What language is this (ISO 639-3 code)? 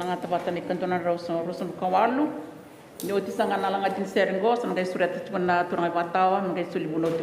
fij